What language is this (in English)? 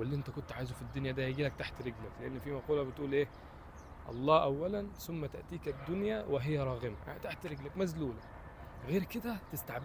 Egyptian Arabic